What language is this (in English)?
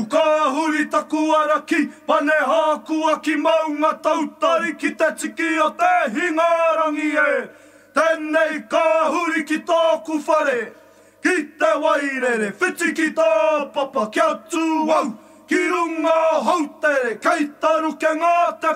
Māori